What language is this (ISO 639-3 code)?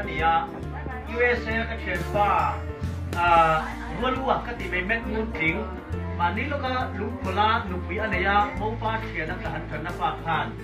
hmr